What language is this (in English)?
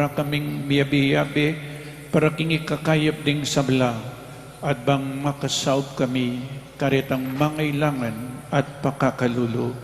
Pampanga